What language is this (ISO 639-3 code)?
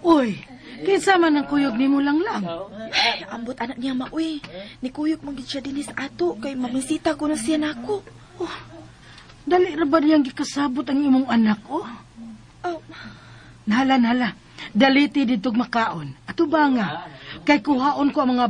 ceb